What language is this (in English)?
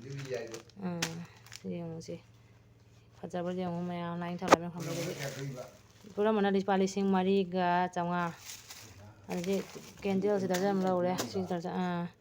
Manipuri